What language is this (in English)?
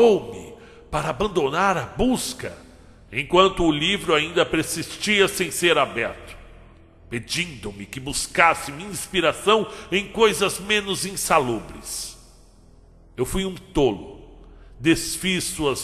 Portuguese